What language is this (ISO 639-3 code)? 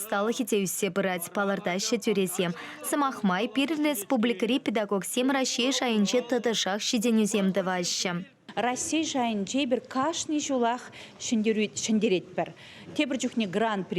chv